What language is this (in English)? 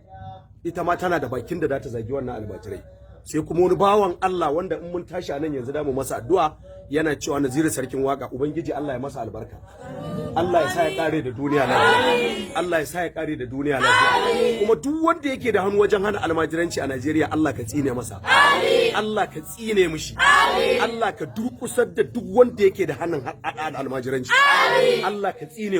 Hausa